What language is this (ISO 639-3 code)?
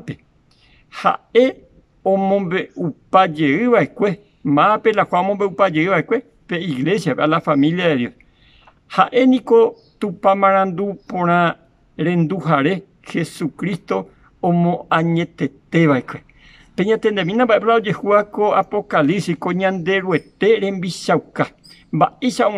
grn